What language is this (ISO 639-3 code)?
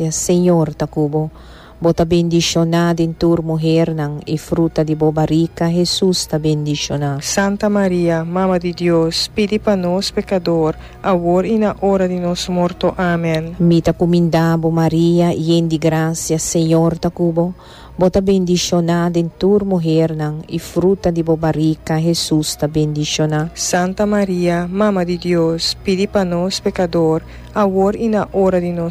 pap